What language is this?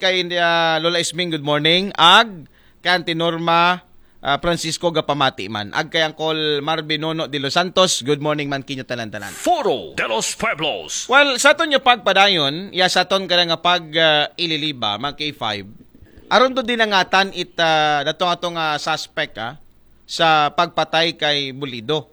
Aklanon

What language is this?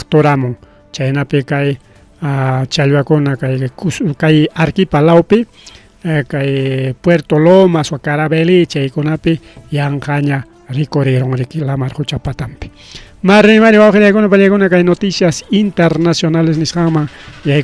Ayacucho Quechua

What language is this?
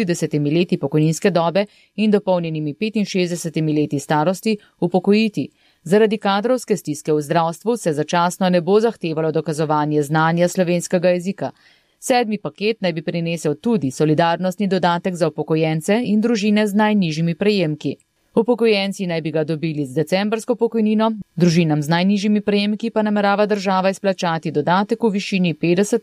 Slovenian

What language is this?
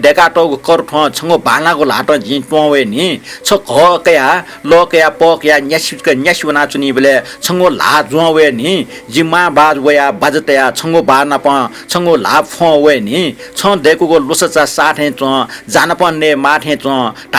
Newari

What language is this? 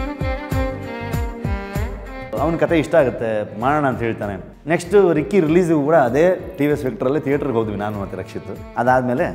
Kannada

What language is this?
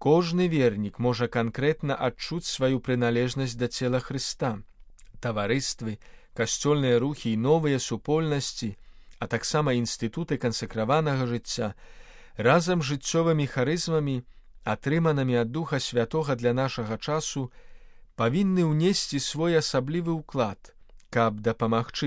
Belarusian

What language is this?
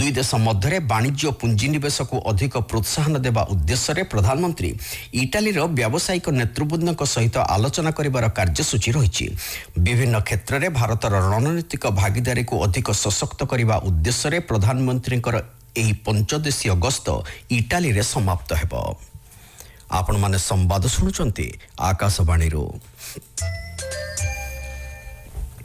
Odia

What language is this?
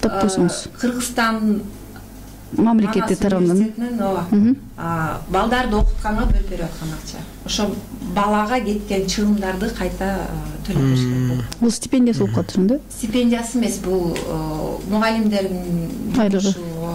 Kyrgyz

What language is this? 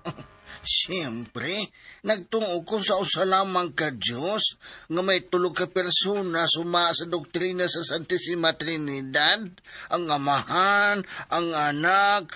Cebuano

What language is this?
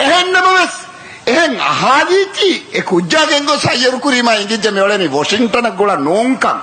Divehi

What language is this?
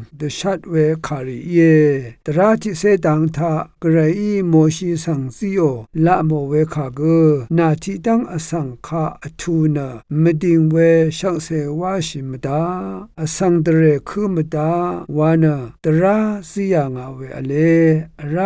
Rawang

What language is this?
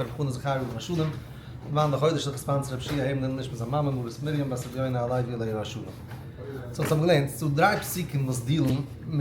Yiddish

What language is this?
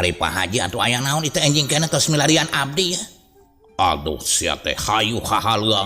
Sundanese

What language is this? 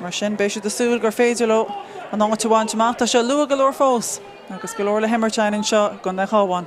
Irish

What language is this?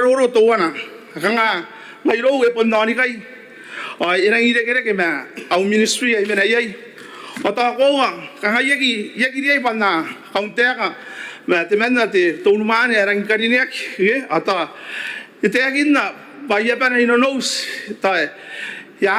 Gilbertese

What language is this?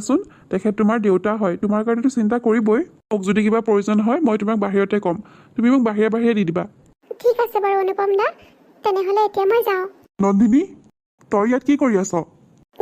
Assamese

